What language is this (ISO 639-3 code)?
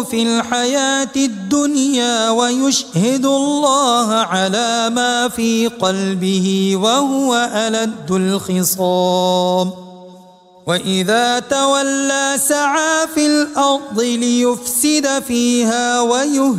ara